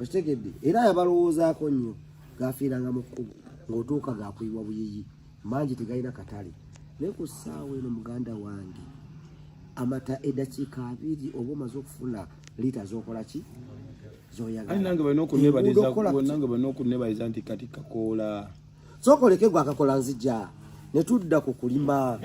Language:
Ganda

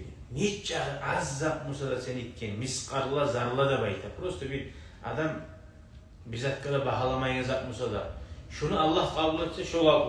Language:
Kumyk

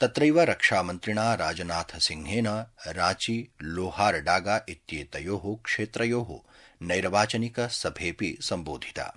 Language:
Sanskrit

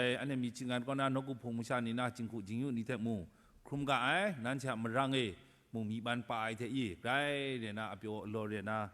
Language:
Kachin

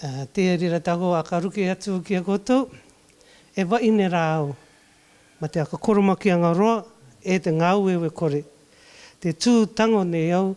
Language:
Rarotongan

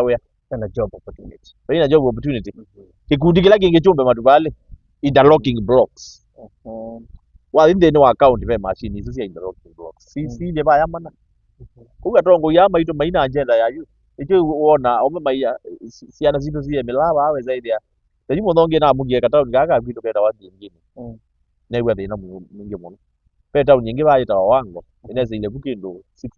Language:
Kamba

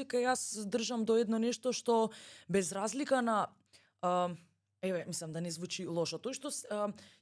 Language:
Macedonian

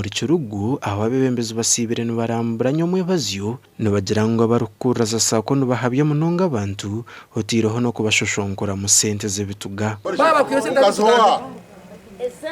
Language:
Nyankole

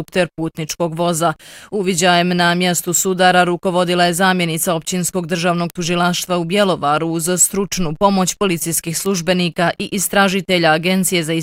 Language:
Bosnian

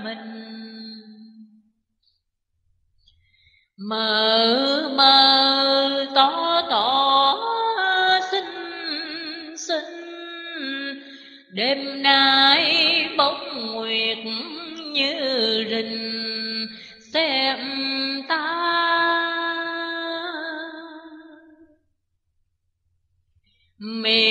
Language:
Vietnamese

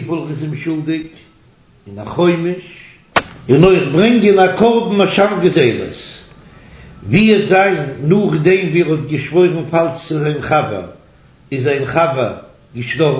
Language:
Yiddish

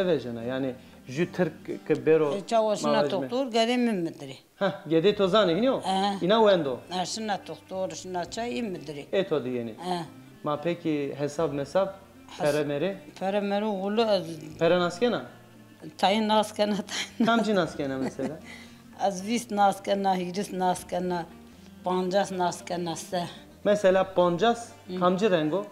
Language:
Zaza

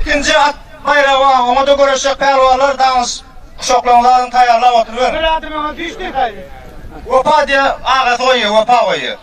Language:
Turkmen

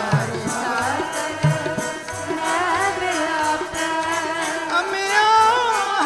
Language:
Hindi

